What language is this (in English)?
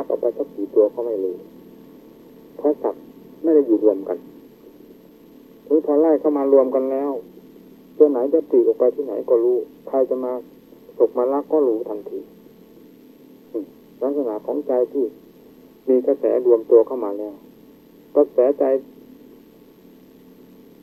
Thai